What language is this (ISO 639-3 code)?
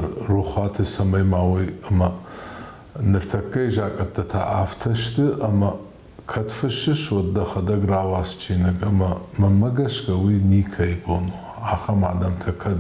oss